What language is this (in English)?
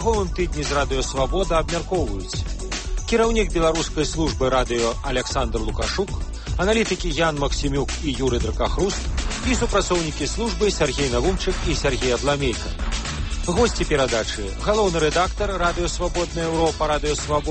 Belarusian